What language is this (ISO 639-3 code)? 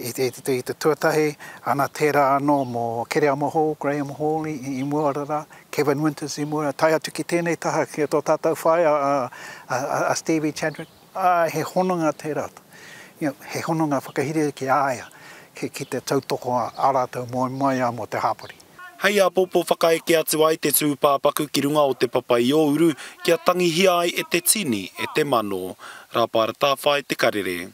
mri